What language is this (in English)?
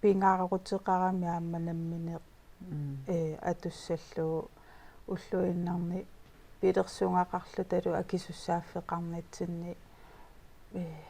Kalaallisut